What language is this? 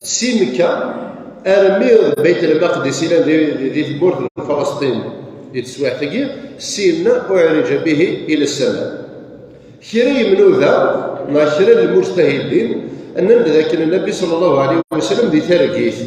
Kabyle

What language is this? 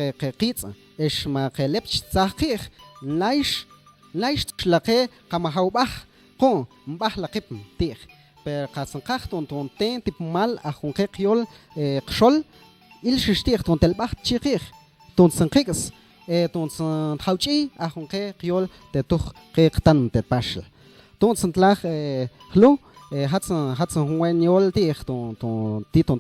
Mam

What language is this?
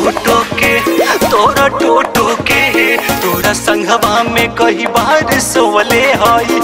Bhojpuri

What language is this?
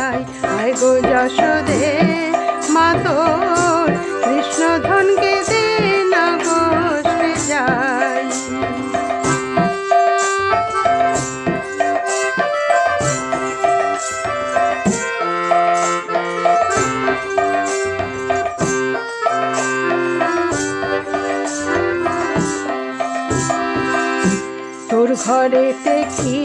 Bangla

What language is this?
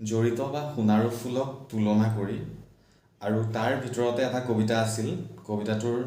Assamese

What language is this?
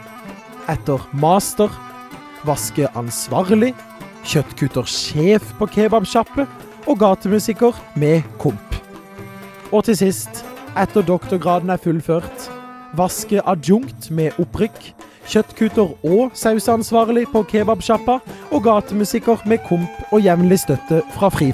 Norwegian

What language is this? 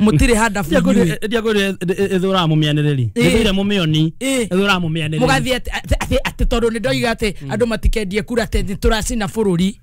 Kikuyu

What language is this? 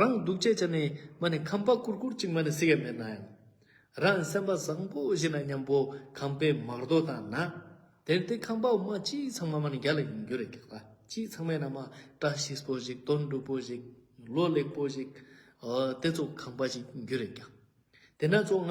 Ladakhi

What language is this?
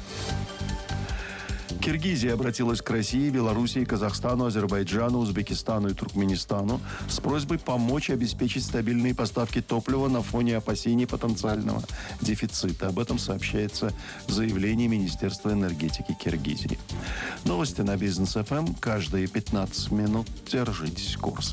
Russian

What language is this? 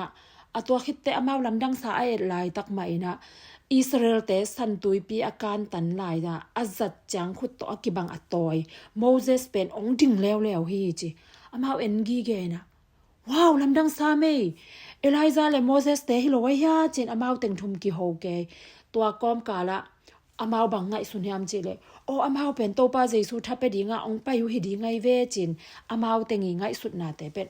Tedim Chin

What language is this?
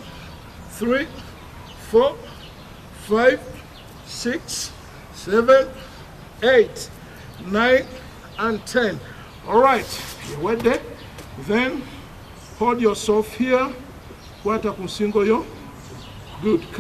Ganda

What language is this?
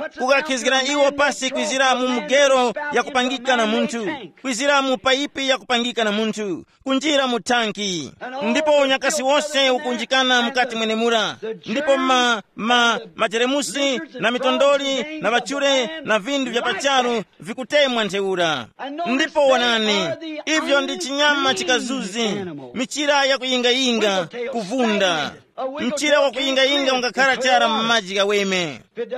Tumbuka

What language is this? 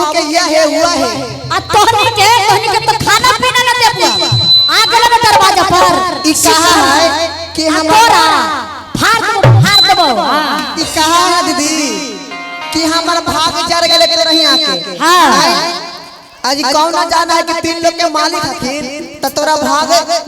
Magahi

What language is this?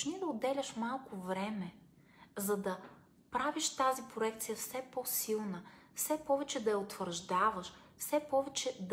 Bulgarian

